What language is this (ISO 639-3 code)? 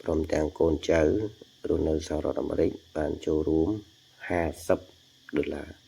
khm